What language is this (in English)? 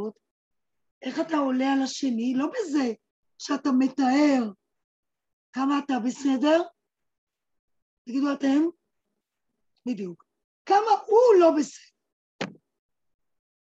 Hebrew